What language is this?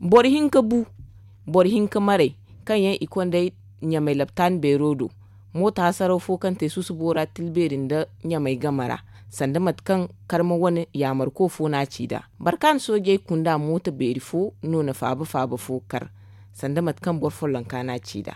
Zarma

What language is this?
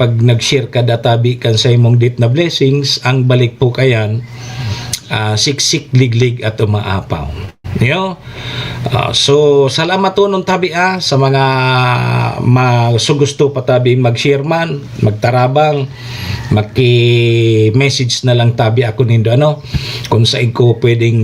Bikol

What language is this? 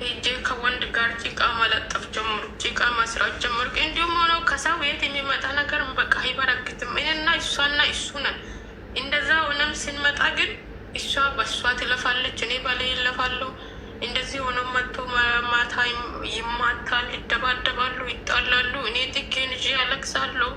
Amharic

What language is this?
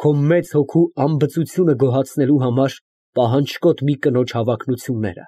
Armenian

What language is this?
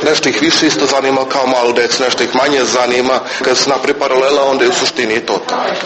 Serbian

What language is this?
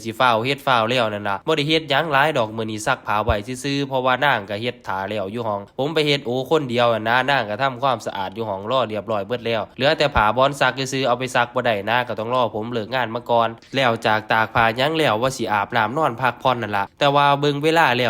Northeastern Thai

